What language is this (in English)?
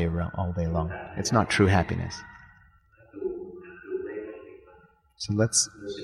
English